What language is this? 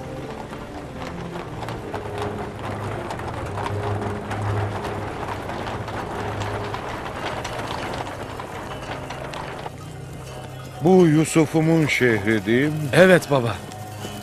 Turkish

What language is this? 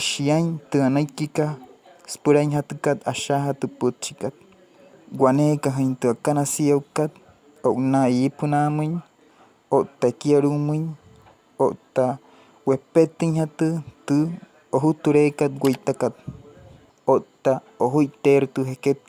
Wayuu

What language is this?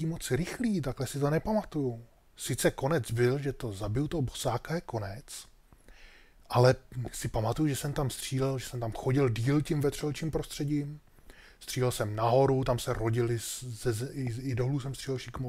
Czech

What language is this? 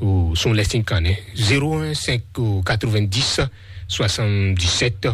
Fon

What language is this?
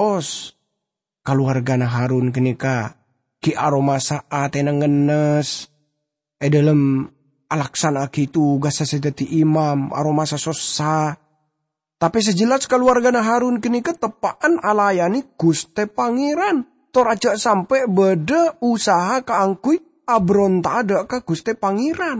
Madurese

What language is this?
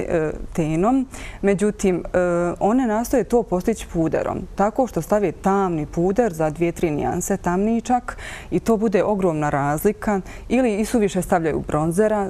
Bosnian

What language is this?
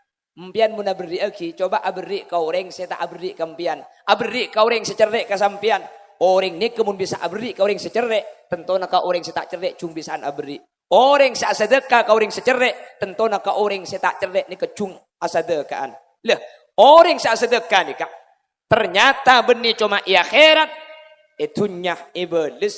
Madurese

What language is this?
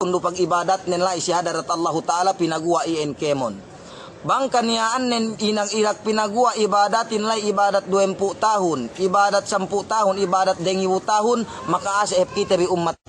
Yakan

